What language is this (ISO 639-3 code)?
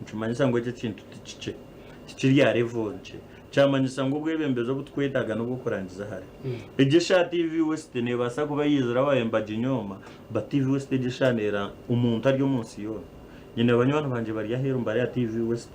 nyn